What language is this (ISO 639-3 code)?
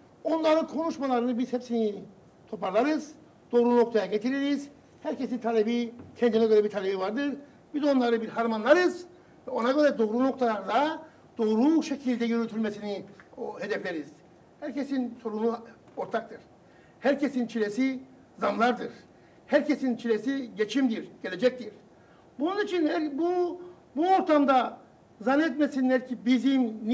tur